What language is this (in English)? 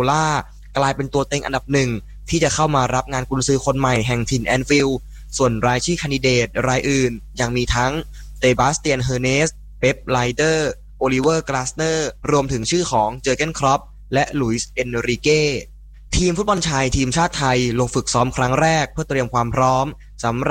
Thai